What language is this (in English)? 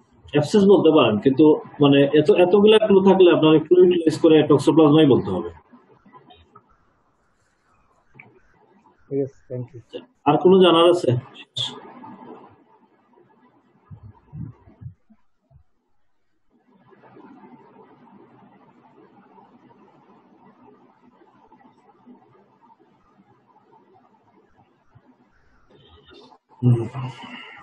Bangla